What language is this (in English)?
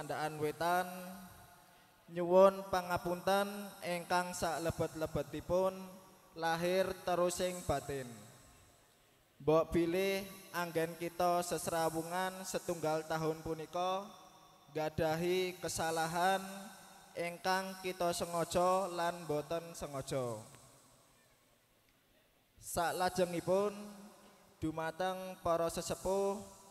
Javanese